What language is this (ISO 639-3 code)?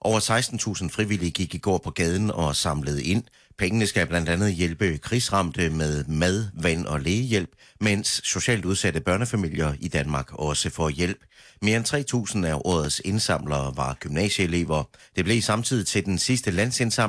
dan